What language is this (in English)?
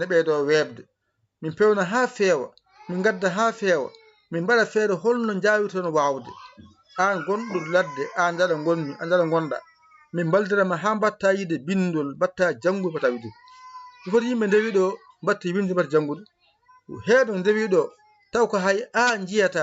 Fula